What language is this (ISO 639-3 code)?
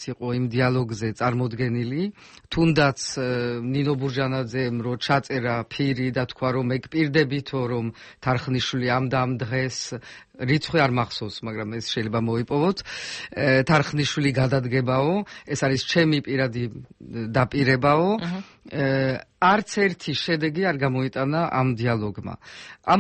kat